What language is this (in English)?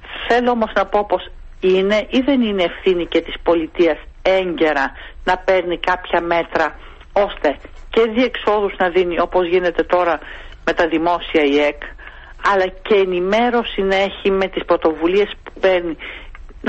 Greek